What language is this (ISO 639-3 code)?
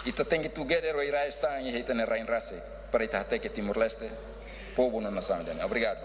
tet